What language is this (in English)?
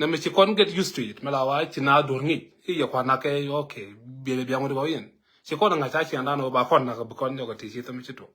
Nuer